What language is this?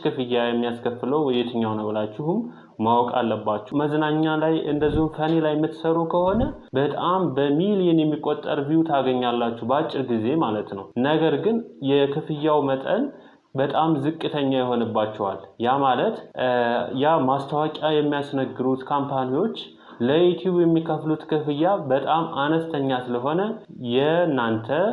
Amharic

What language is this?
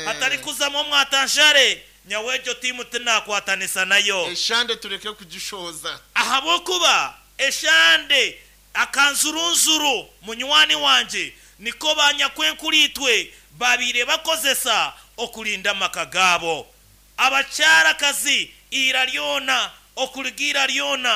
Nyankole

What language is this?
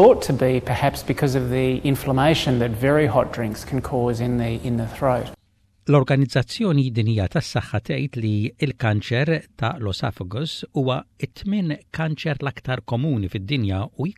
Maltese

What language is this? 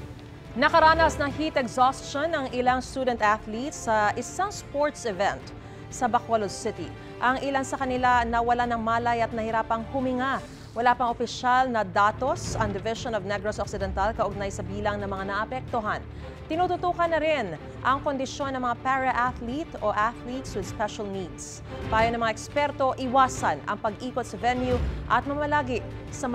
Filipino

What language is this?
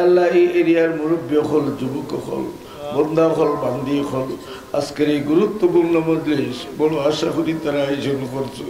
Sylheti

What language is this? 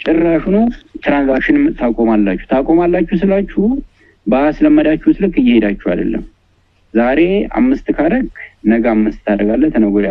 Amharic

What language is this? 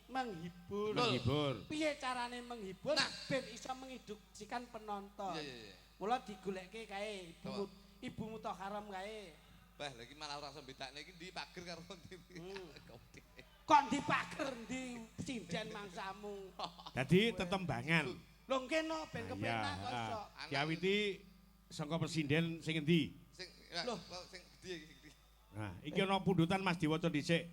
Javanese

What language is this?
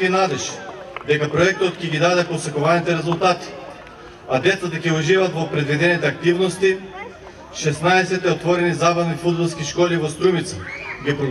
Macedonian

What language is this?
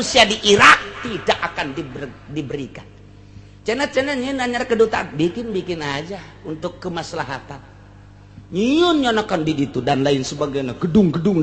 Sundanese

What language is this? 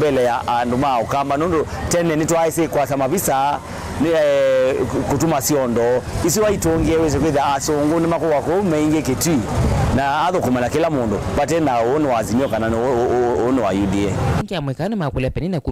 Kamba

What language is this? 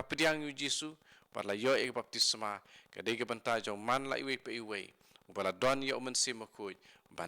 Khasi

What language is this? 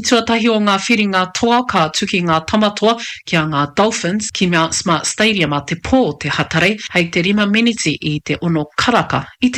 Māori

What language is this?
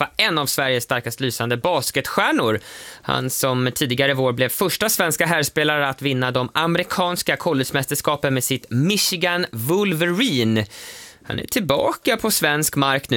Swedish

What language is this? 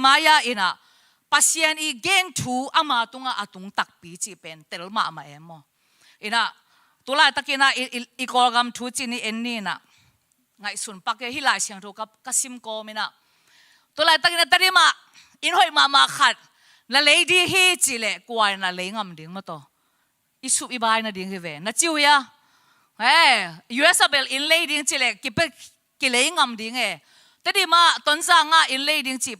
Tedim Chin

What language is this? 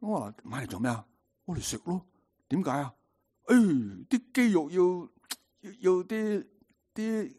Cantonese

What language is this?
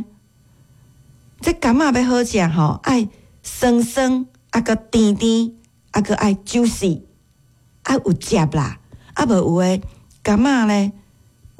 Min Nan Chinese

